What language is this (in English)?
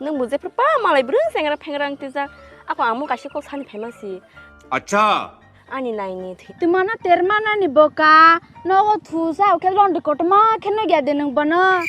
Kok Borok